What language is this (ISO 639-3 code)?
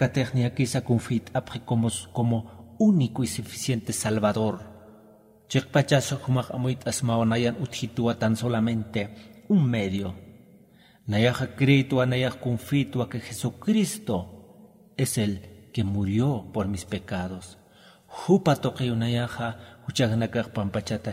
aym